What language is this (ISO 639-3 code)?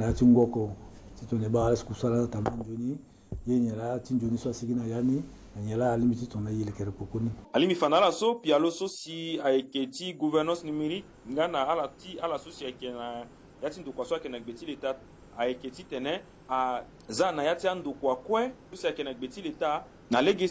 sag